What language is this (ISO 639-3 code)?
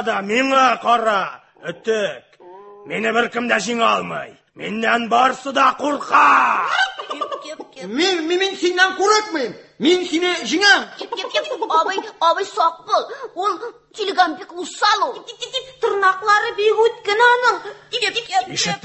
tat